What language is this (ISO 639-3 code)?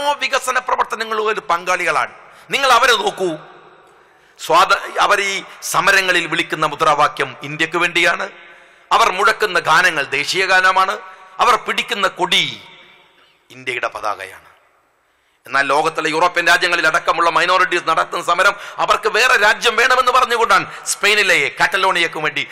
mal